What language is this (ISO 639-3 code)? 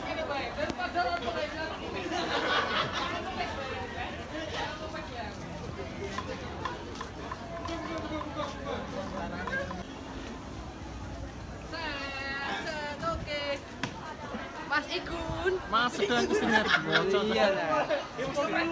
ind